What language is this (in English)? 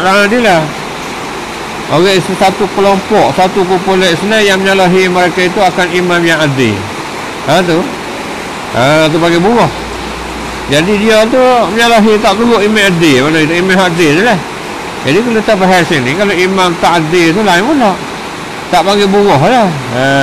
Malay